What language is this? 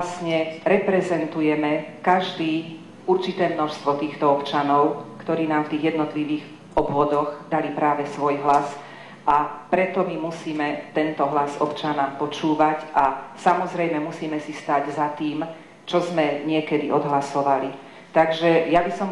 Slovak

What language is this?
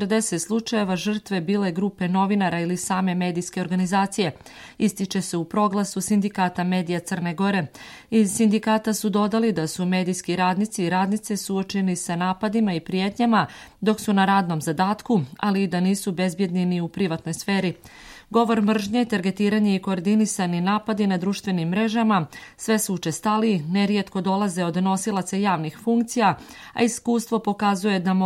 Serbian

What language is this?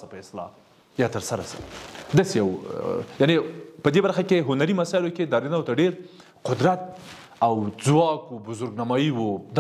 Pashto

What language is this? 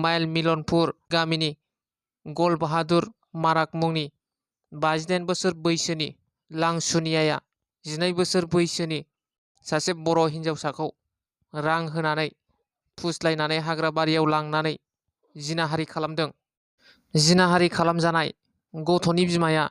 Bodo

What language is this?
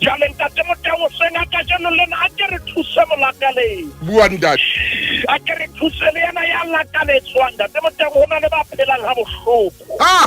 Southern Sotho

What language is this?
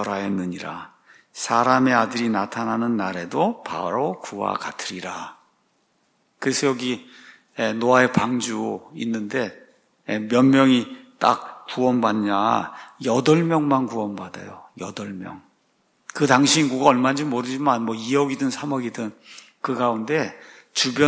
Korean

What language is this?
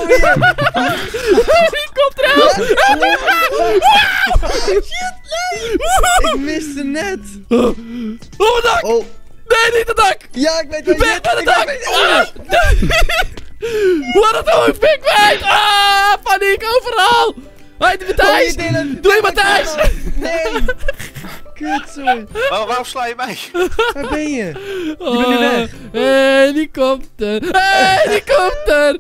Dutch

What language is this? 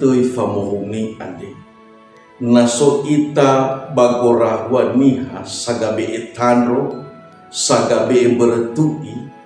Nias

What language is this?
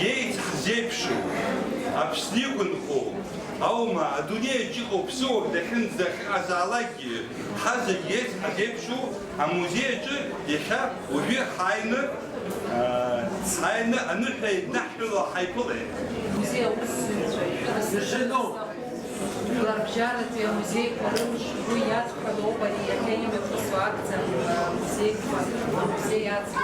Abkhazian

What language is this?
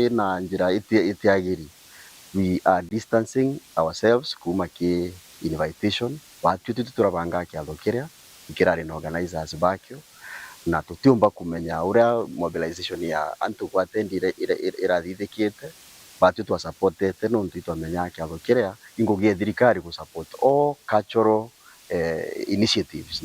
Meru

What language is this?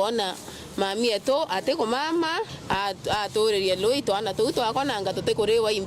Meru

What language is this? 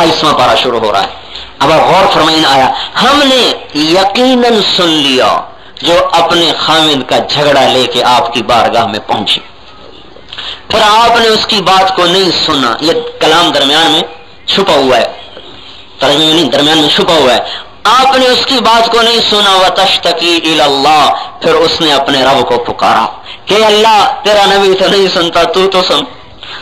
Urdu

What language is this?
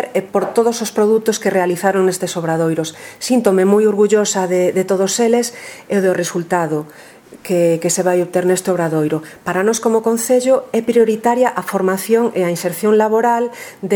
Galician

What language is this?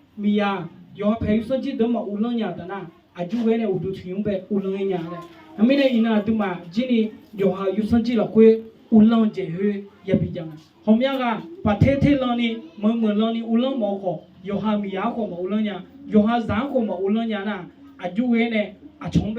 Akha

